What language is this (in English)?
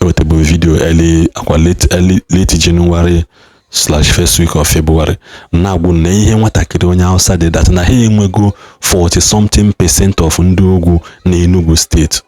Igbo